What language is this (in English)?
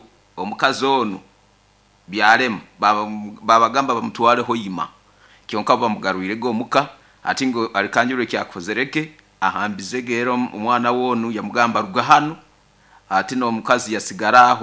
Nyoro